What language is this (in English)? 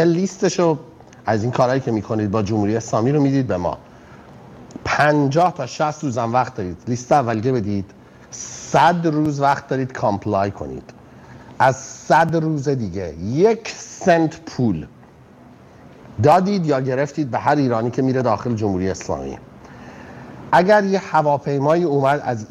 Persian